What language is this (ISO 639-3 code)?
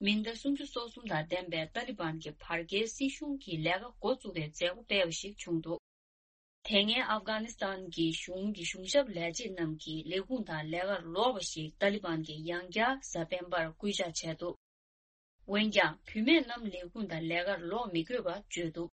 bod